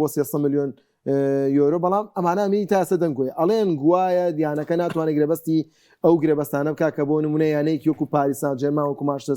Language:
Central Kurdish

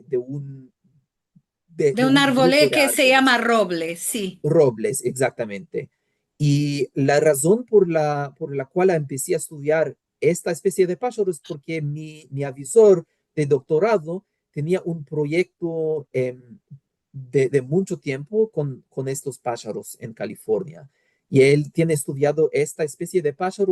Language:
Ladino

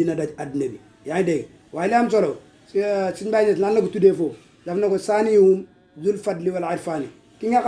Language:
Wolof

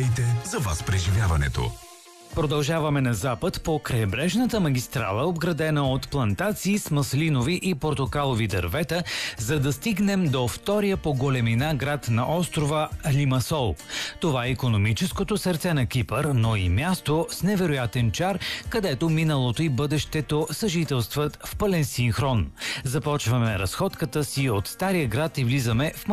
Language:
Bulgarian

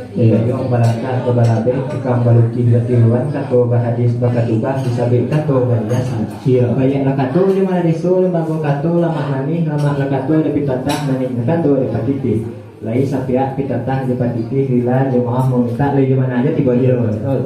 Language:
Minangkabau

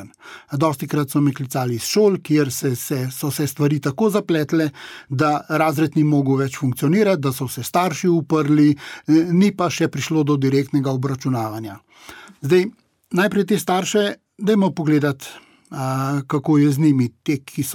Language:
Slovenian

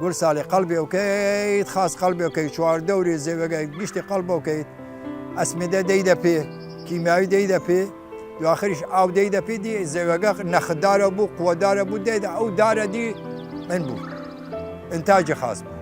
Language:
Southern Kurdish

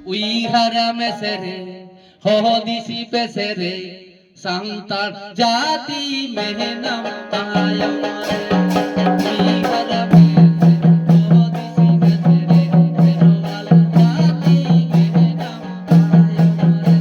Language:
Santali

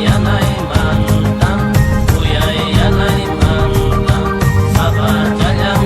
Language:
Xavánte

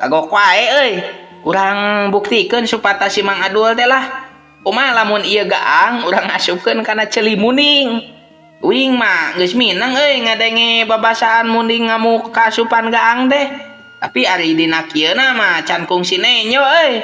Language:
Sundanese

